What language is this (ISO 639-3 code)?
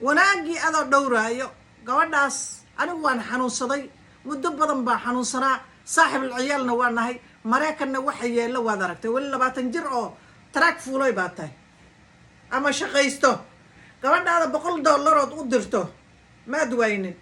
som